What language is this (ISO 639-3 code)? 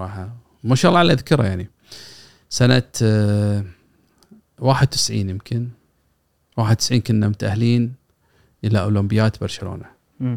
afb